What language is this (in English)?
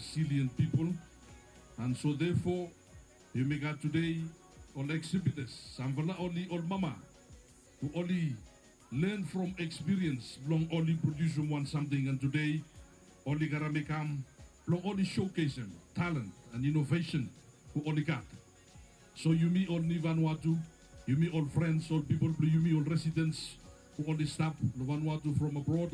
Bislama